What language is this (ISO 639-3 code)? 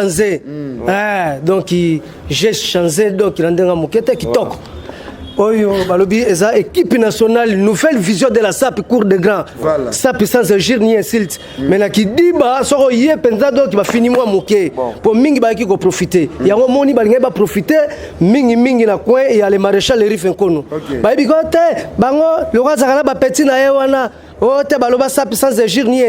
lin